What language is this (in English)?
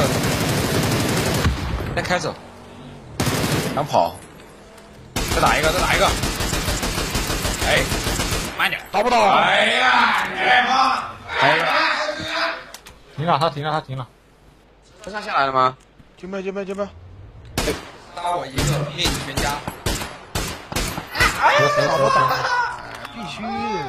Chinese